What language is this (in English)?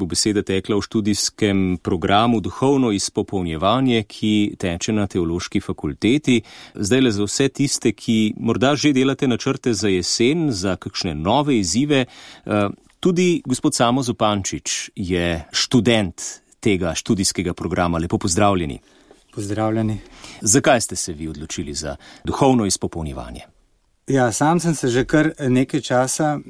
Slovenian